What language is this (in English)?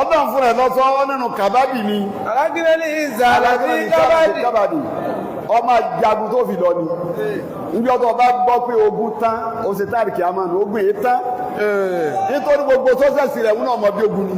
Yoruba